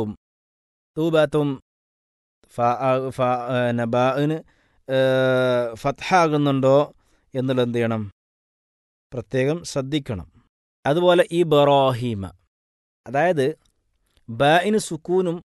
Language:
Malayalam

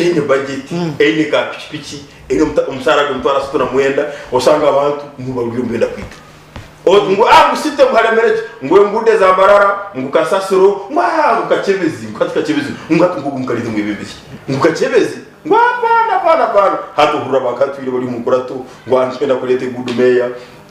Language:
Nyankole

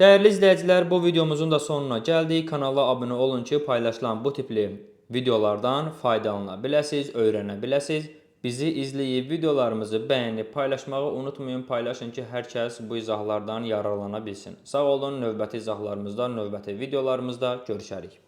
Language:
Azerbaijani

